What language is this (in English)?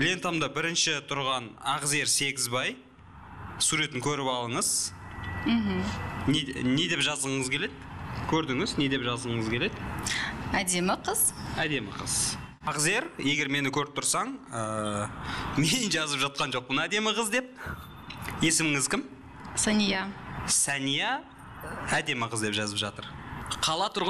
Kazakh